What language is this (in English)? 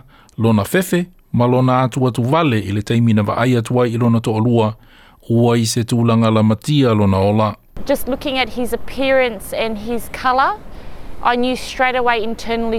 Samoan